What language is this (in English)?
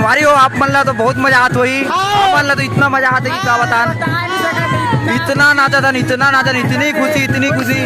Chhattisgarhi